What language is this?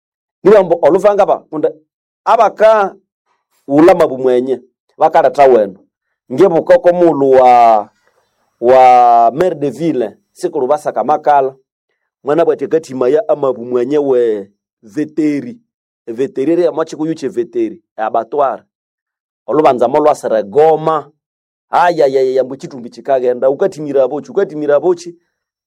Nande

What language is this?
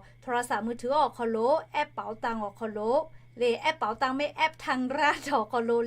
Lahu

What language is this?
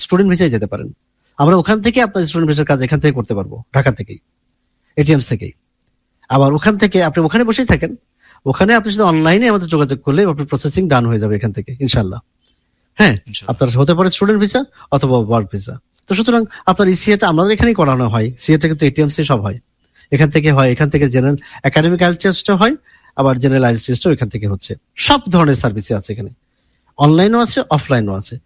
Bangla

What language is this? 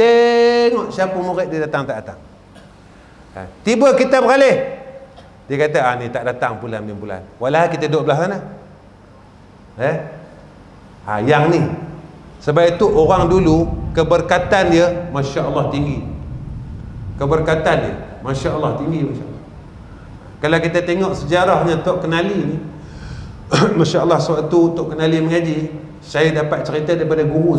Malay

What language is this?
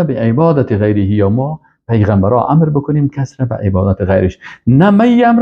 Persian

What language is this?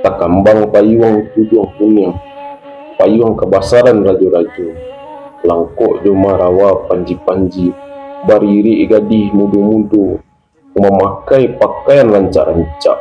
Minangkabau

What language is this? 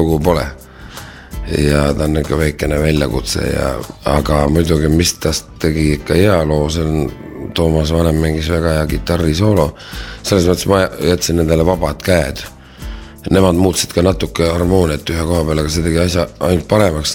Estonian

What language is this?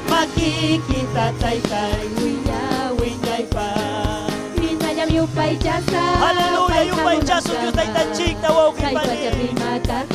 Ayacucho Quechua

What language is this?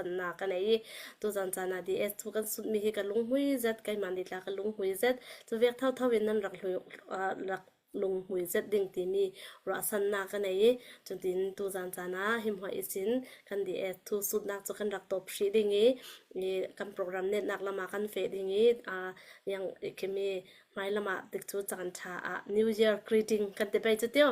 Falam Chin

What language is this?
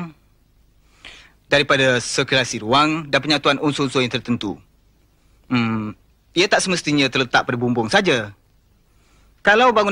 Malay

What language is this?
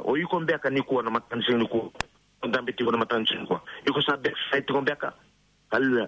Fijian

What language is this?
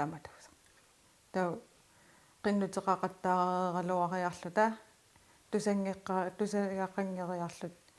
Kalaallisut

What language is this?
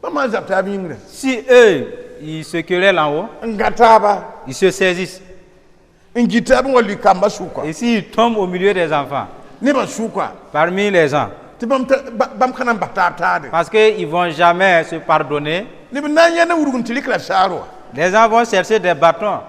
Mossi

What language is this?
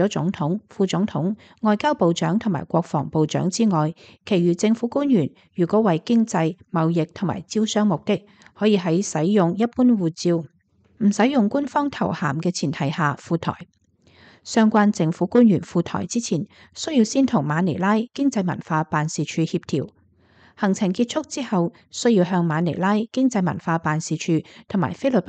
Cantonese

